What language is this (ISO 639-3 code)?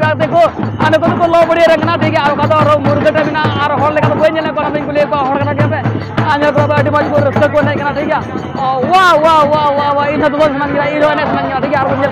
sat